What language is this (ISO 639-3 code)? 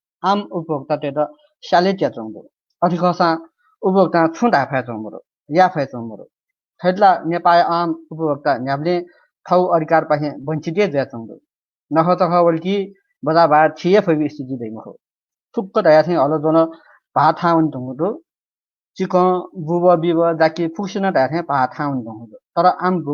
new